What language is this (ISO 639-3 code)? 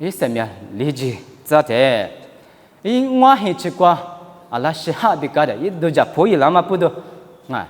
lis